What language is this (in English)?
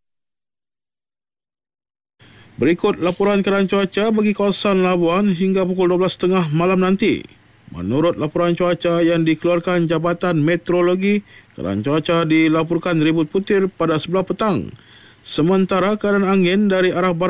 Malay